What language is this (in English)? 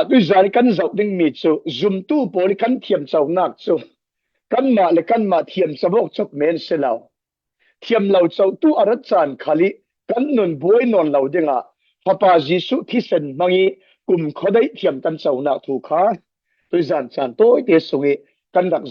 Falam Chin